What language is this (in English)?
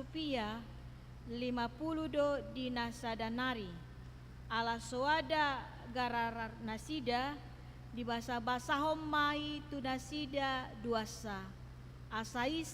Batak Toba